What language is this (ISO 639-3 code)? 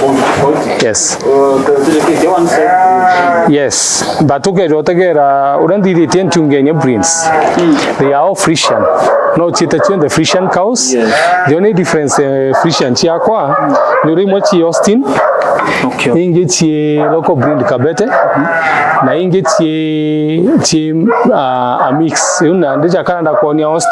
mer